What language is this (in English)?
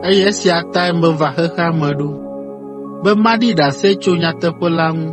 Ewe